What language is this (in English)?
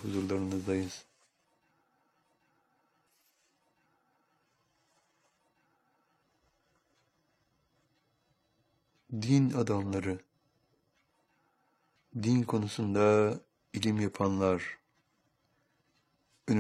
Turkish